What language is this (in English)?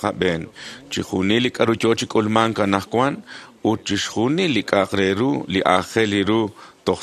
Kekchí